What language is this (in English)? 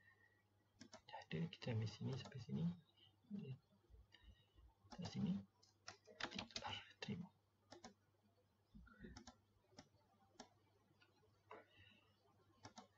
Malay